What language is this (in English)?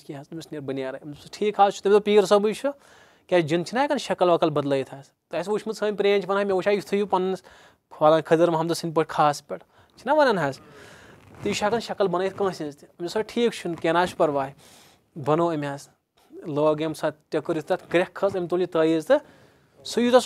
Kashmiri